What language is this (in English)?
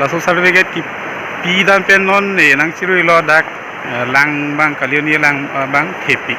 Karbi